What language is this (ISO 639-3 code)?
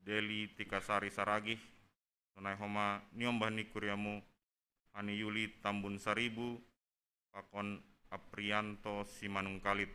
bts